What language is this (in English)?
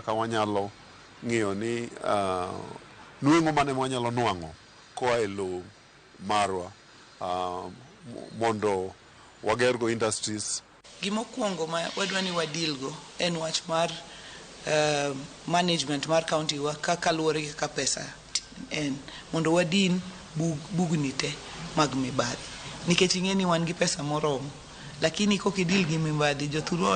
Luo (Kenya and Tanzania)